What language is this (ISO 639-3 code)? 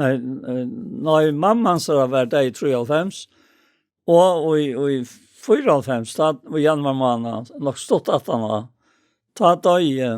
fao